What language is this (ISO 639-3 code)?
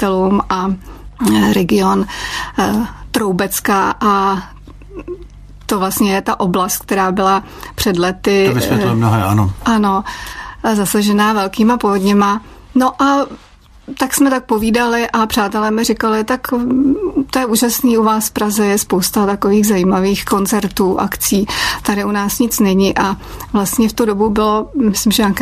ces